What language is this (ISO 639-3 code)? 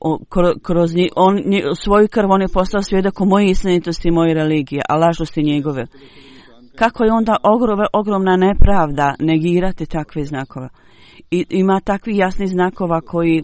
bos